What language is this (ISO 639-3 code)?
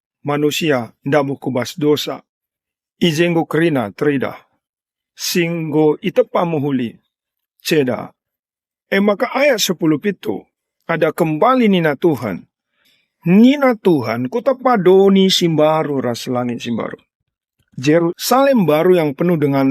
btx